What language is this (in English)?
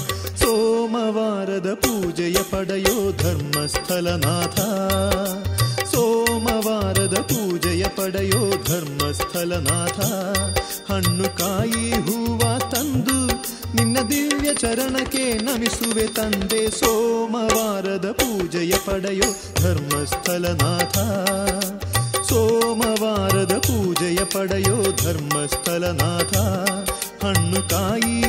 Kannada